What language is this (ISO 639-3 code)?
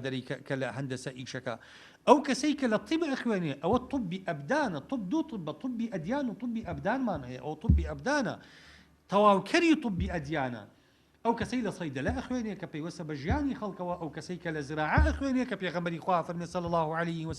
ckb